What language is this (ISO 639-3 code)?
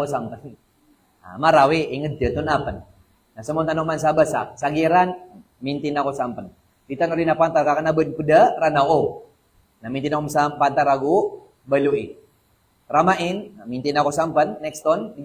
mrw